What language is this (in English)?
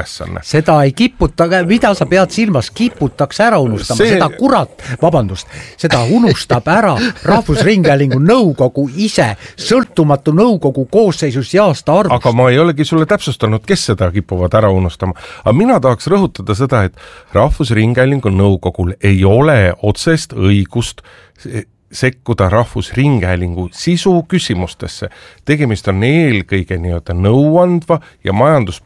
Estonian